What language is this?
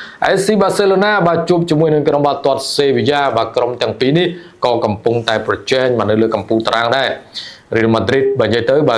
Khmer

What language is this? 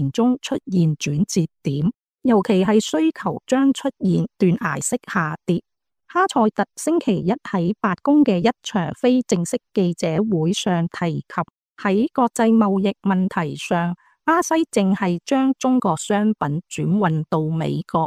Cantonese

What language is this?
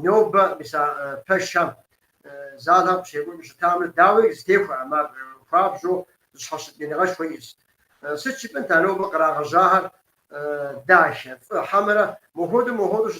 Kabardian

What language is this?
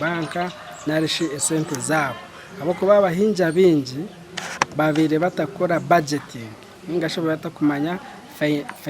Nyankole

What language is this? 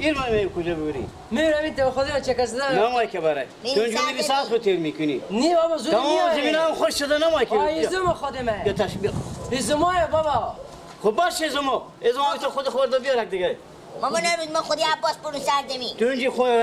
Persian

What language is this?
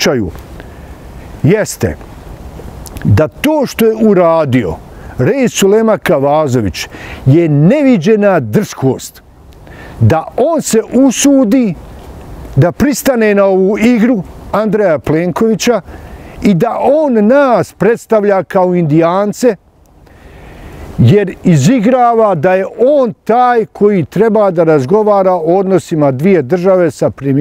Bosnian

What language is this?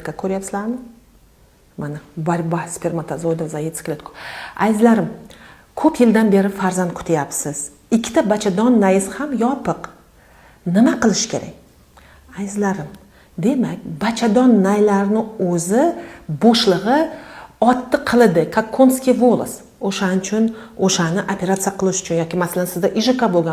Uzbek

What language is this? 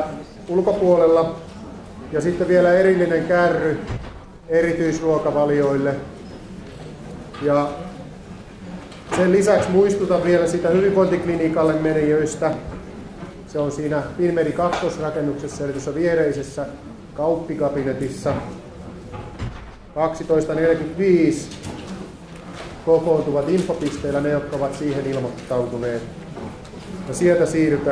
Finnish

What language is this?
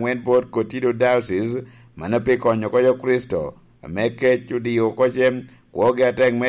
Lango (Uganda)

